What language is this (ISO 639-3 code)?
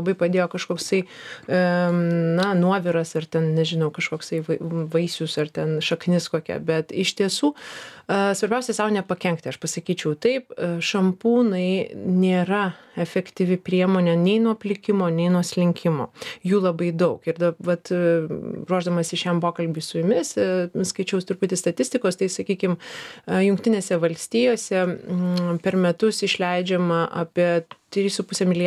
lit